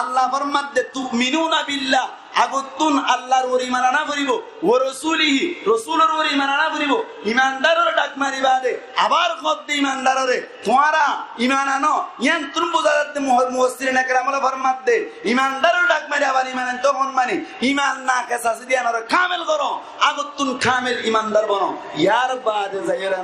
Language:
Rohingya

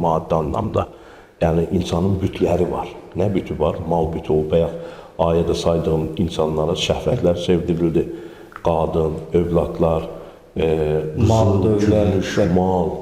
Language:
Azerbaijani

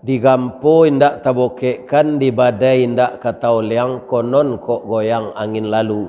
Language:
Minangkabau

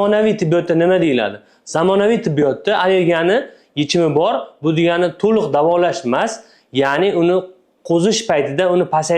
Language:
Uzbek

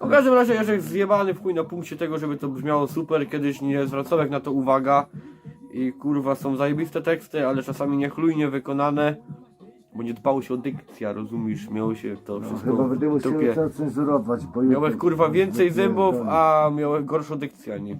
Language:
Silesian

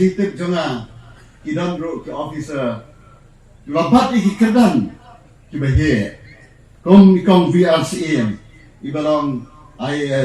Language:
Khasi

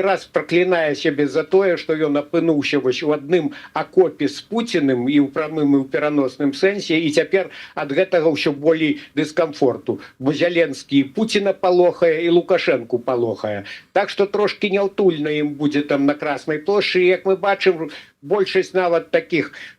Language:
Belarusian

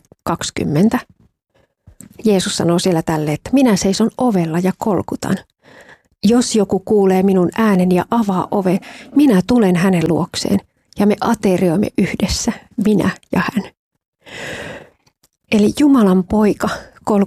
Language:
Finnish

